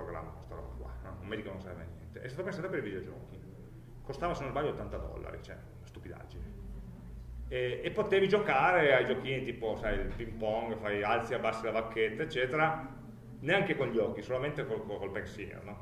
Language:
Italian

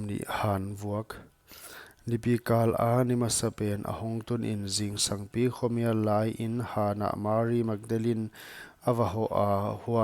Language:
Paite Chin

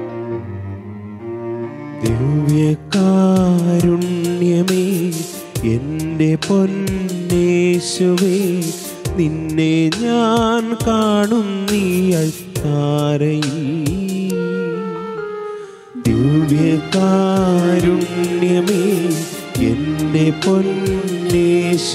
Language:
Malayalam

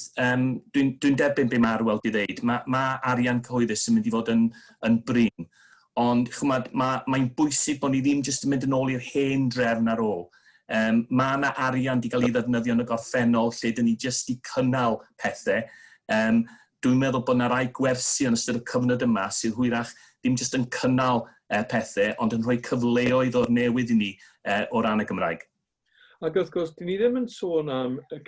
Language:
Welsh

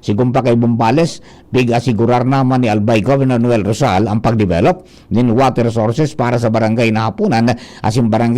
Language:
Bikol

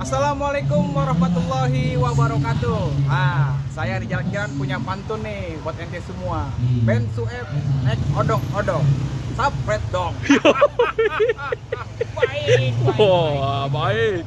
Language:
Betawi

